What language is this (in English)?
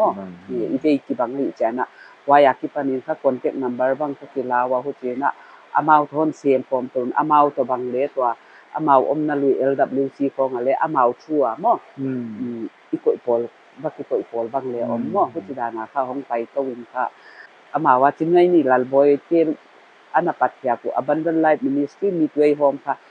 Paite Chin